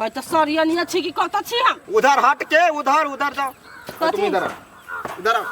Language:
Maithili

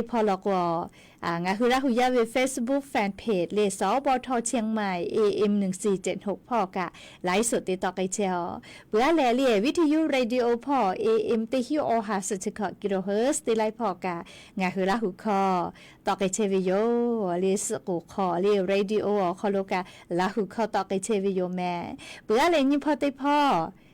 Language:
Lahu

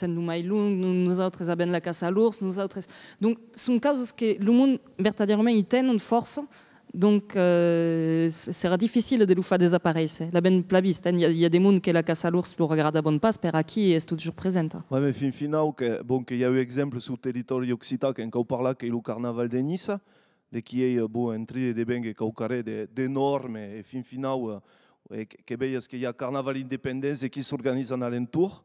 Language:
Occitan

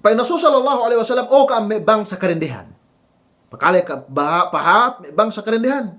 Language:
Yakan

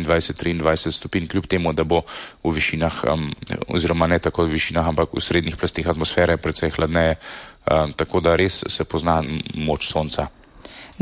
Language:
Slovenian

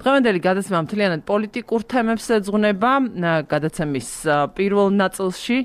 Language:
Georgian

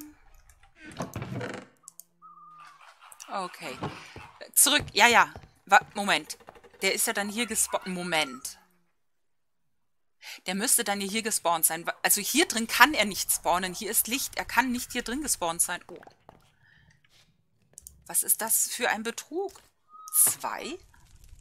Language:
German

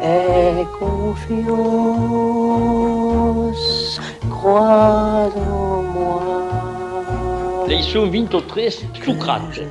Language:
Occitan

